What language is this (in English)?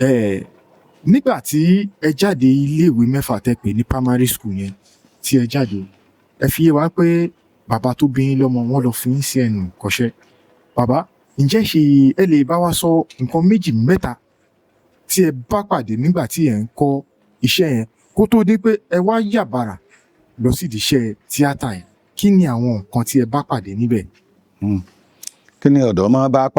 Yoruba